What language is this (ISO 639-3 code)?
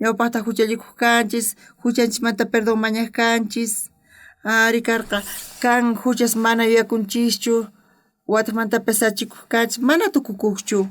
quh